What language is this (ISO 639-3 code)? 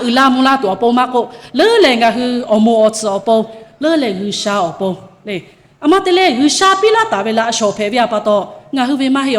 lhu